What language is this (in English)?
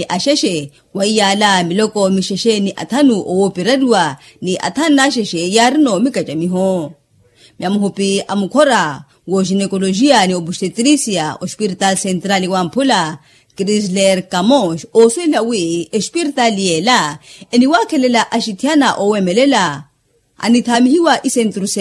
Makhuwa